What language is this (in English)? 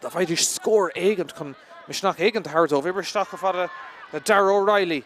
Irish